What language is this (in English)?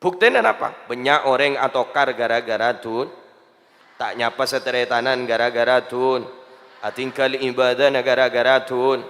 Madurese